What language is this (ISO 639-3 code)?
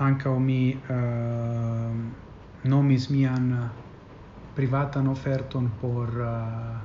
epo